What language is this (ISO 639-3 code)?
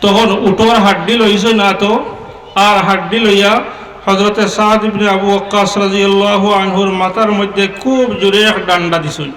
syl